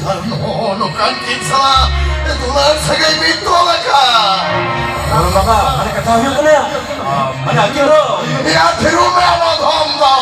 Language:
Santali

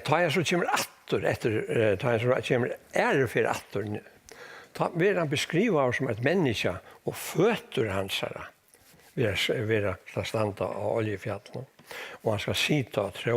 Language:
Faroese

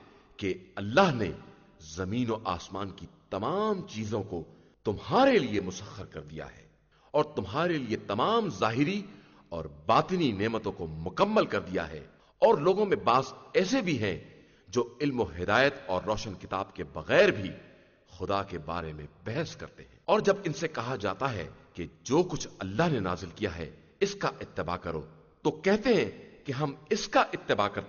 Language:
Urdu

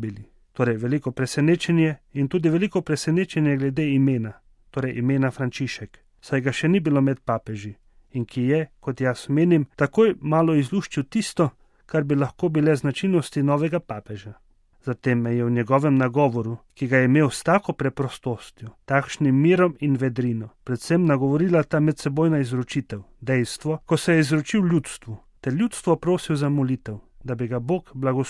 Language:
Slovenian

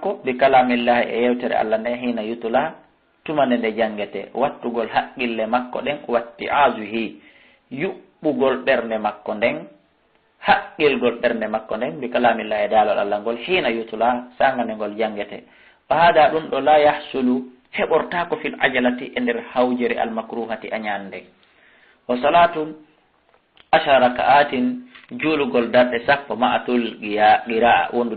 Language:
Fula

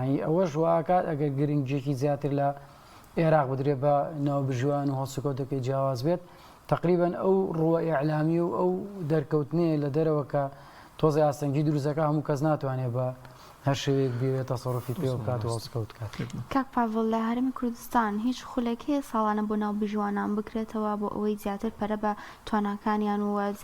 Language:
Central Kurdish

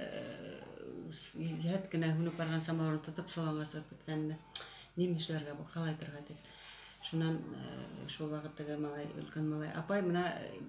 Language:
Bashkir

